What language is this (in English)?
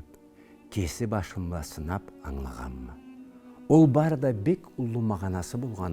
Karachay-Balkar